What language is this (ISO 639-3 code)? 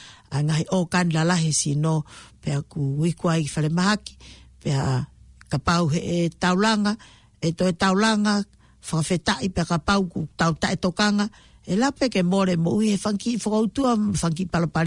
ton